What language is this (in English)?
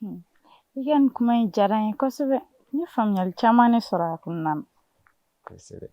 Bambara